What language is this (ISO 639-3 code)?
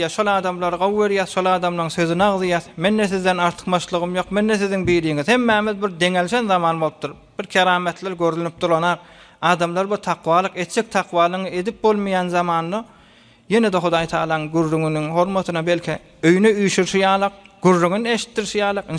tuk